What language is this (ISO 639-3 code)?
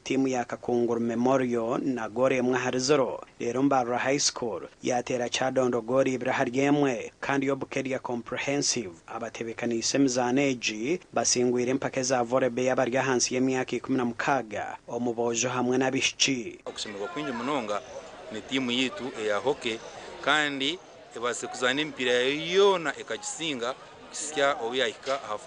nyn